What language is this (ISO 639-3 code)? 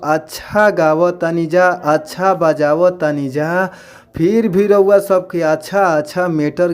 bho